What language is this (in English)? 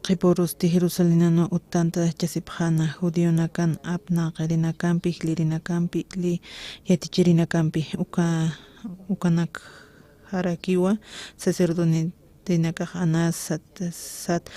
Aymara